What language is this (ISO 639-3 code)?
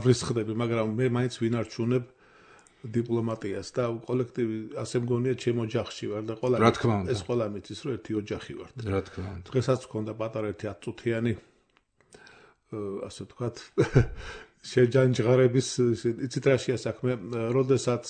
kat